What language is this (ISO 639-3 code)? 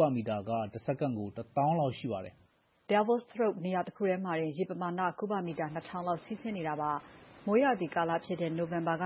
mya